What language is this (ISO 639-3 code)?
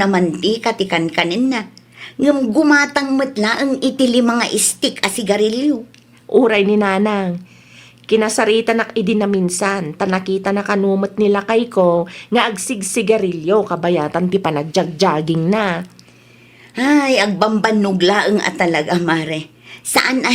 ilo